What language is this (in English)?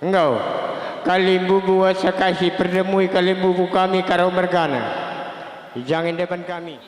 Batak Karo